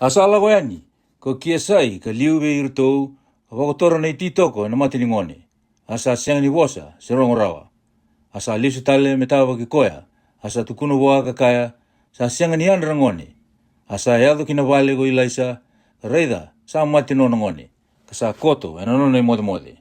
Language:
Fijian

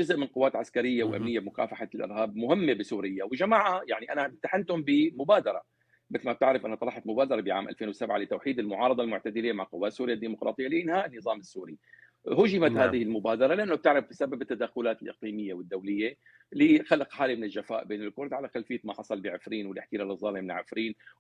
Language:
North Levantine Arabic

